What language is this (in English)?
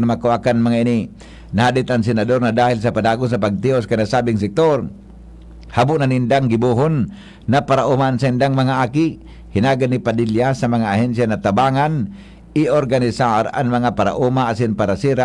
Bikol